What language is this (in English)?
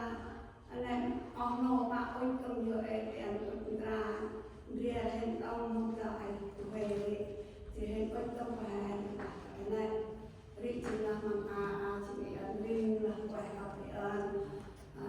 Central Mnong